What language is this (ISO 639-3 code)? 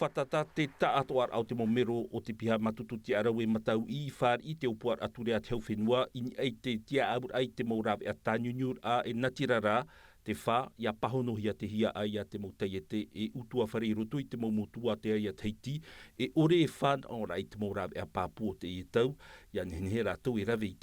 tah